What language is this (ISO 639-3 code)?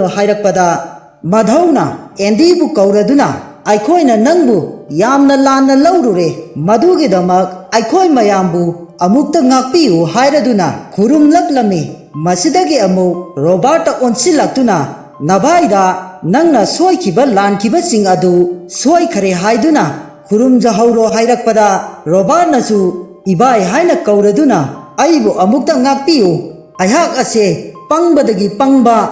mni